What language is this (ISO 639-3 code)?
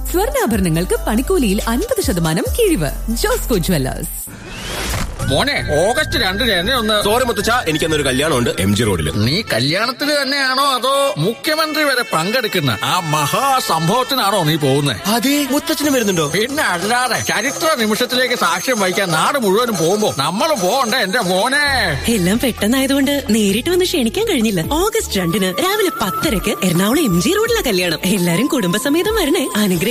mal